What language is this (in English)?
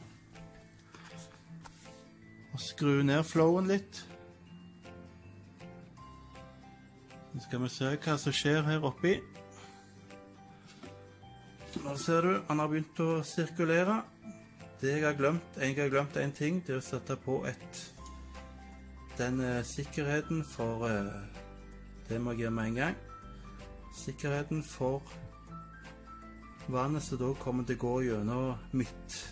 Norwegian